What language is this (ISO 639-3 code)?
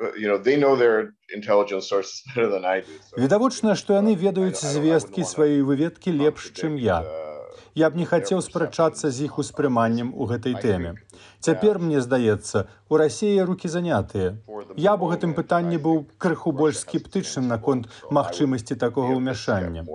bel